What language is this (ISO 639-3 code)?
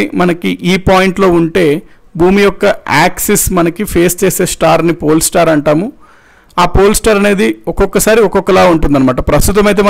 tel